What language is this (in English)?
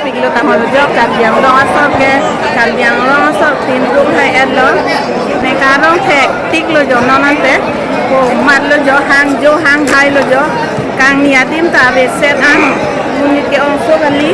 Karbi